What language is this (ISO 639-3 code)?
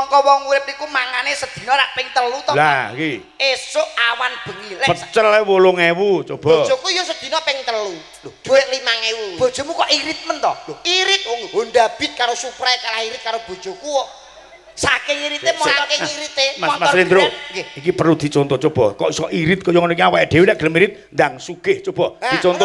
jav